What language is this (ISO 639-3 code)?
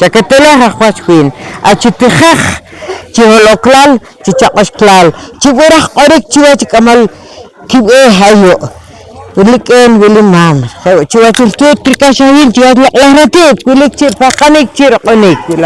poh